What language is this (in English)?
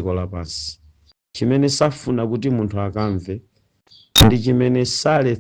Nyanja